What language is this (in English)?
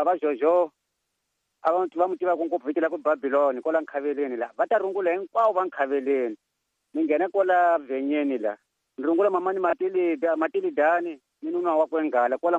Tsonga